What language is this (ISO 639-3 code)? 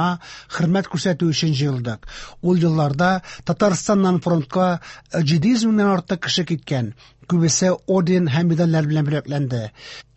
tat